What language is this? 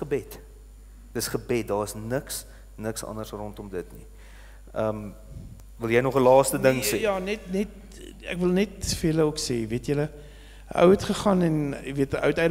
Afrikaans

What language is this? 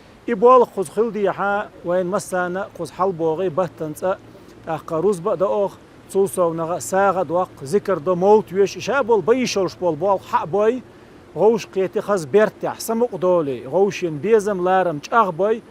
Chechen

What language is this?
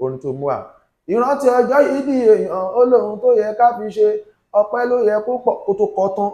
Yoruba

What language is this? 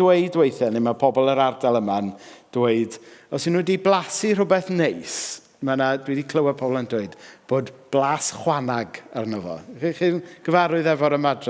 Welsh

